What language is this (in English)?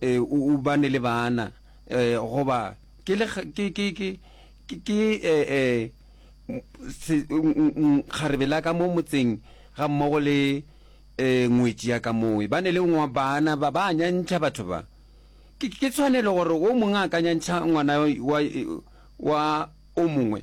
Northern Sotho